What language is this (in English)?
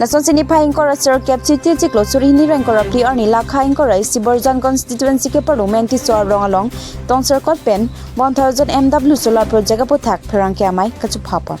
Karbi